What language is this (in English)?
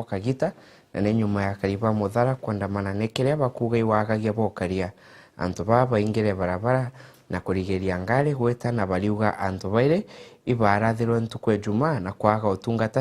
Meru